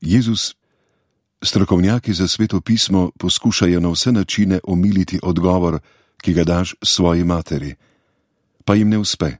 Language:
Slovenian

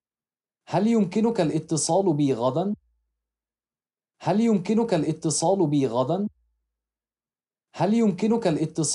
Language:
Arabic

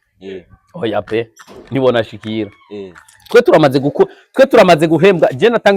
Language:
Rundi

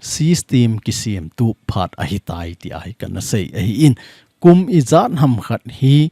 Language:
Thado Chin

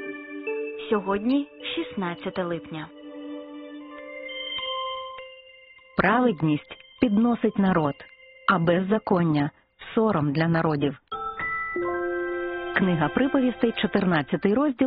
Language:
Ukrainian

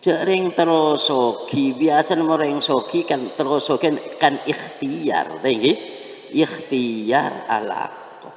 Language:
Madurese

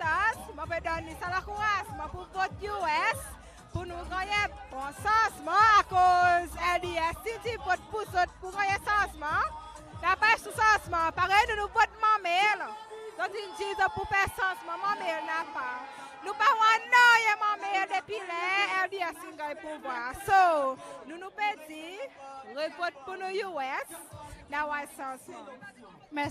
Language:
Seselwa Creole French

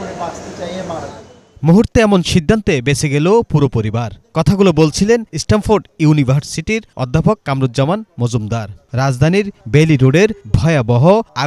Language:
Bangla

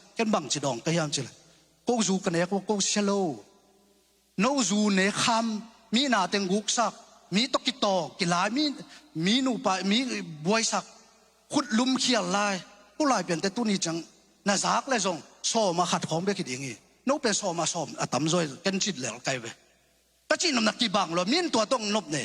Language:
Tedim Chin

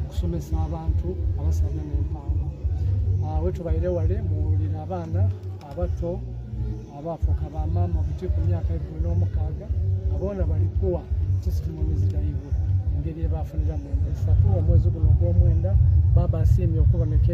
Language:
Soga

